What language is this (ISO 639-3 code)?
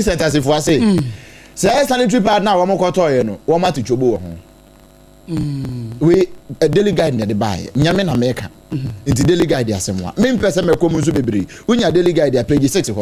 aka